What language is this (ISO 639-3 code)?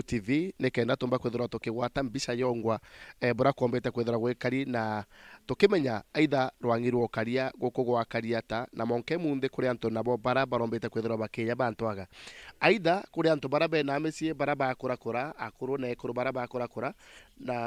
mer